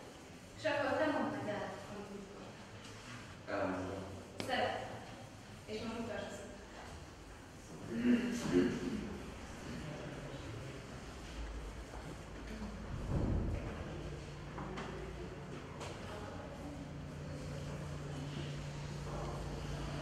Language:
Hungarian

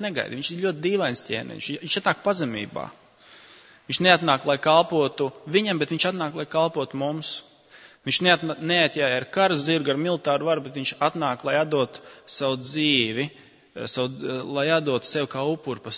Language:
Latvian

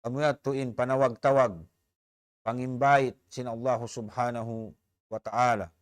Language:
Tausug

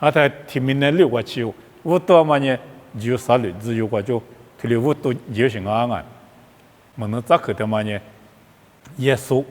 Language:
Lisu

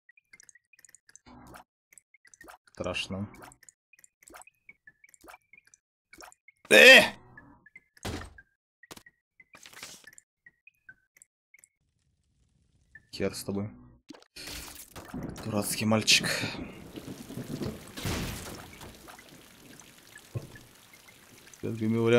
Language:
Russian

